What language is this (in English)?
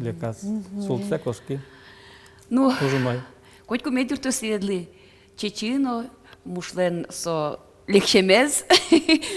Udmurt